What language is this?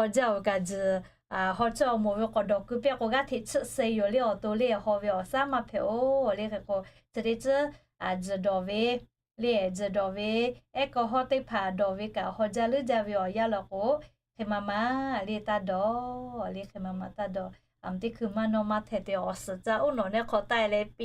Lahu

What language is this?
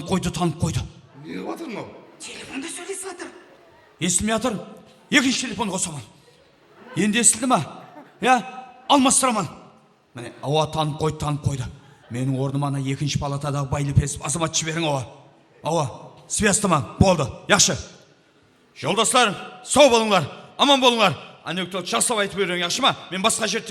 Kara-Kalpak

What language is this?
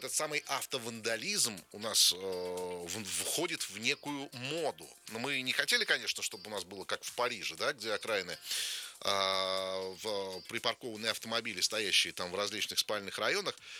Russian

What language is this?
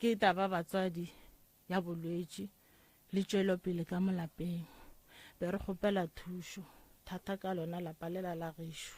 Northern Sotho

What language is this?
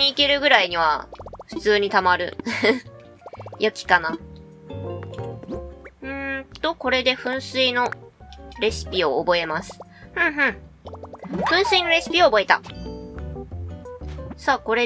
Japanese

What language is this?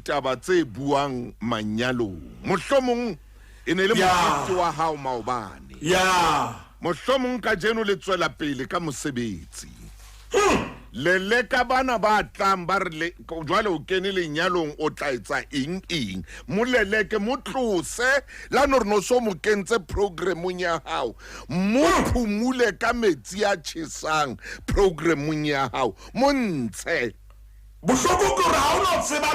Southern Sotho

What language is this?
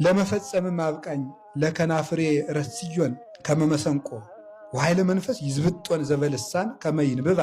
Amharic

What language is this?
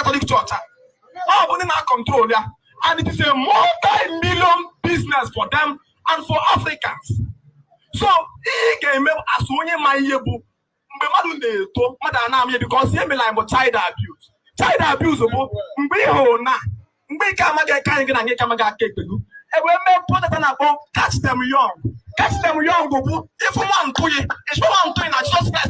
Igbo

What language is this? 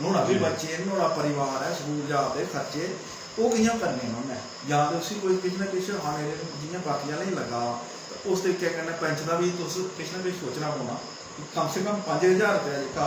Dogri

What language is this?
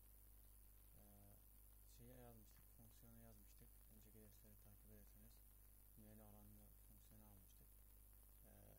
Turkish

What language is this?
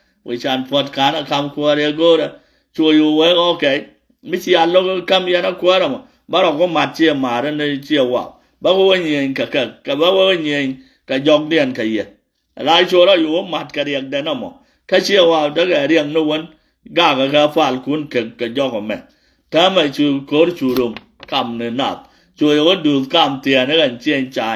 Nuer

